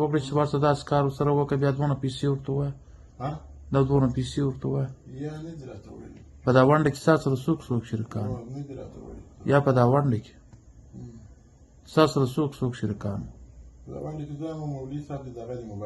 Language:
Pashto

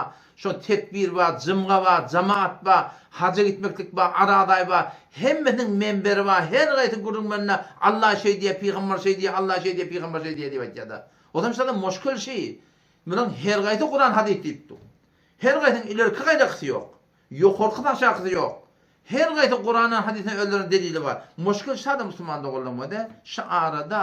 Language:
Turkmen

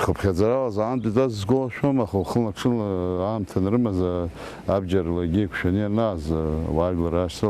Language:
Abkhazian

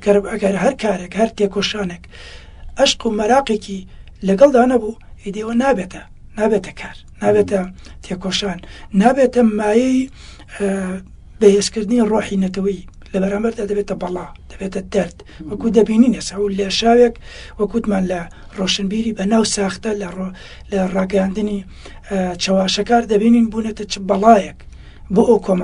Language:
Central Kurdish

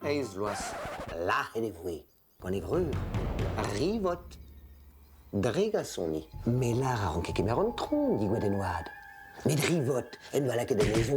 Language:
Breton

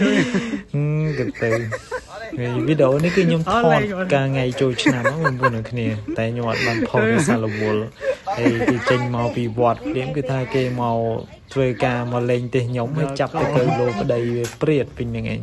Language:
Khmer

